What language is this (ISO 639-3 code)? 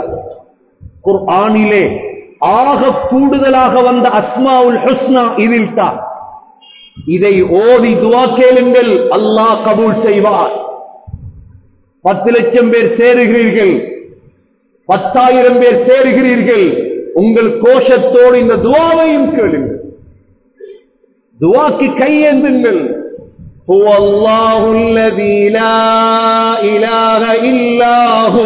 tam